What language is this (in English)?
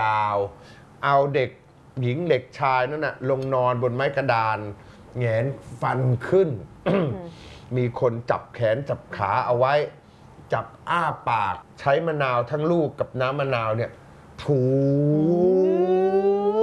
Thai